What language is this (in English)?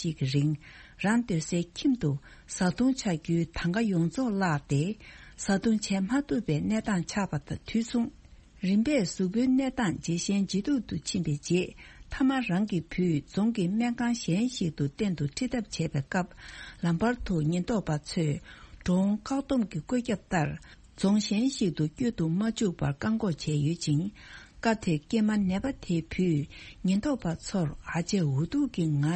Tibetan